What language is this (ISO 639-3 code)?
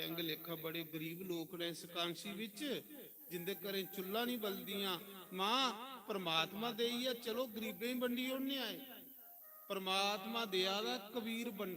doi